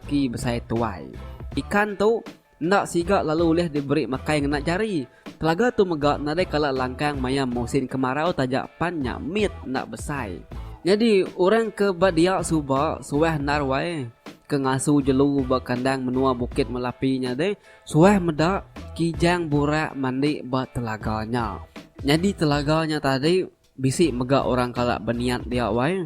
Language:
Iban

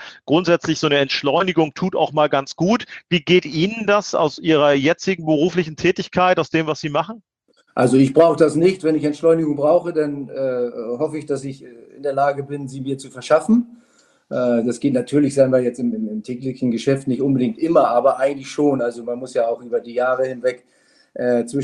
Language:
German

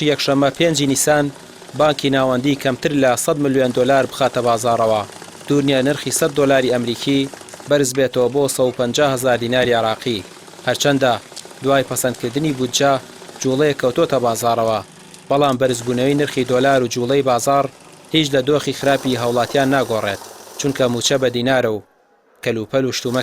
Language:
Central Kurdish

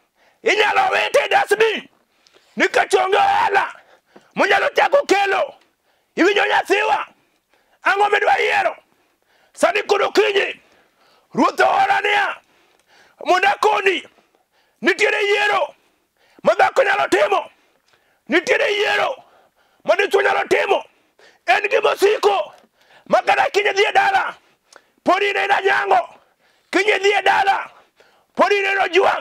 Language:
Luo (Kenya and Tanzania)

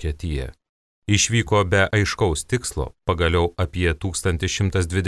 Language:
Lithuanian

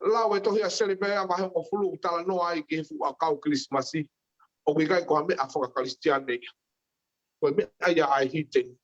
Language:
Tongan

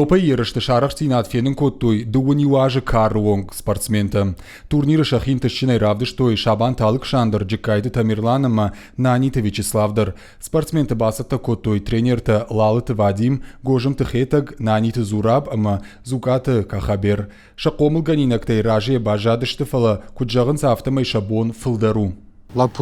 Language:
Ossetic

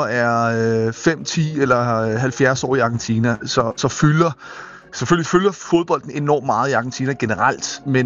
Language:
Danish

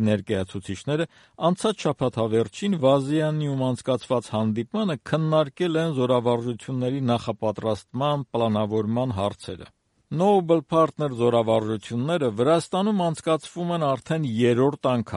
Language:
Armenian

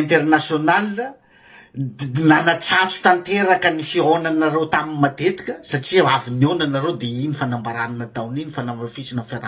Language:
Malagasy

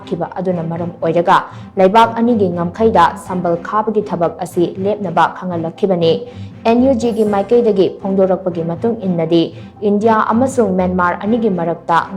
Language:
Manipuri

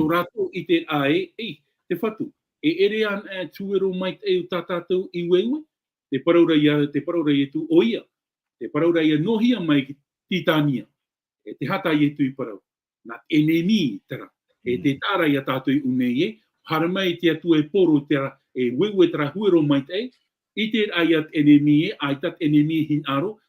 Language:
Tahitian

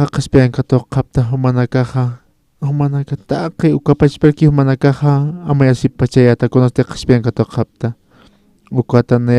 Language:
Aymara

